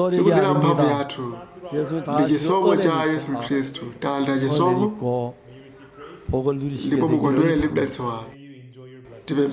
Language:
Nyanja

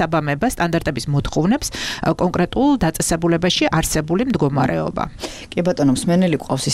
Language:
Georgian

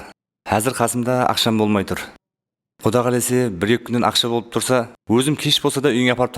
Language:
Kara-Kalpak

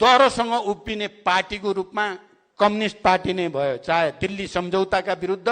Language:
Nepali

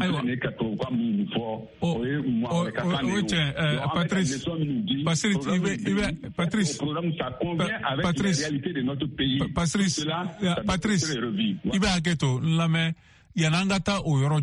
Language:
Bambara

